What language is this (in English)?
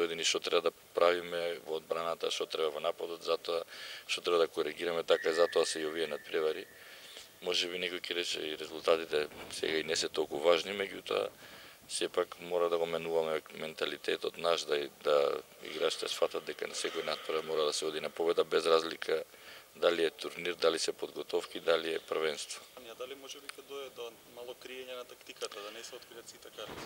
Macedonian